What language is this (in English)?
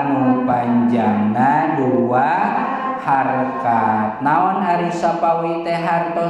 Sundanese